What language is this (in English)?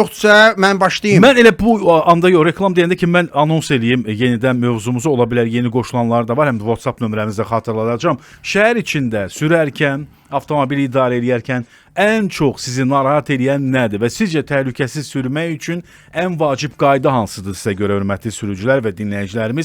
Azerbaijani